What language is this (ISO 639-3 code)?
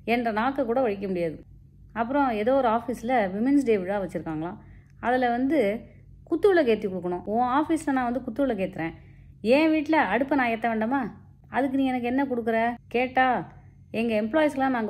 tam